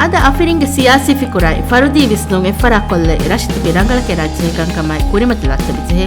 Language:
Divehi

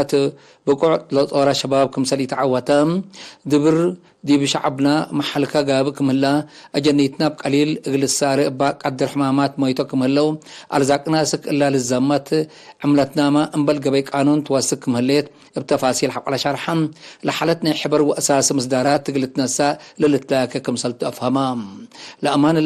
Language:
Tigre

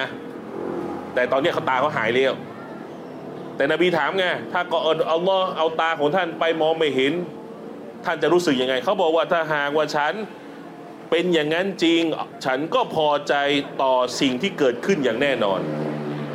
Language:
Thai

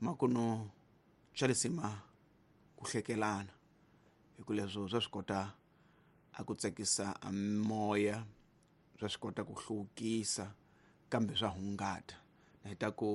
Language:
Tsonga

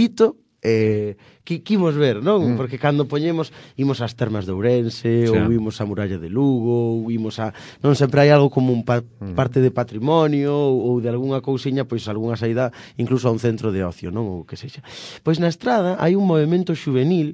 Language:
Galician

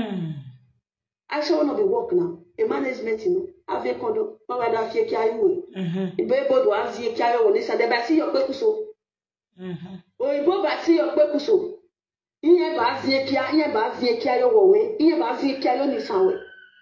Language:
Nigerian Pidgin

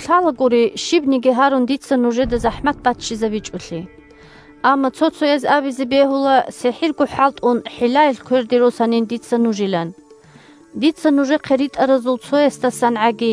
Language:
Avaric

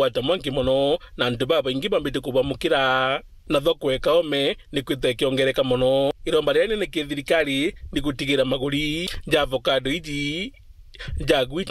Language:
Meru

